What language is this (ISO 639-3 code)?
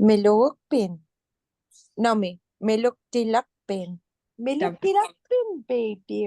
ipk